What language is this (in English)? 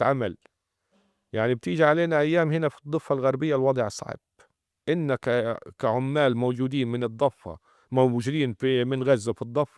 North Levantine Arabic